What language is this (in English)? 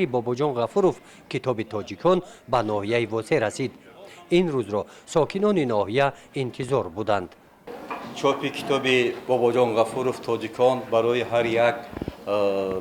Tajik